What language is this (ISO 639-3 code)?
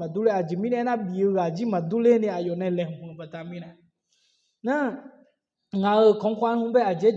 ahk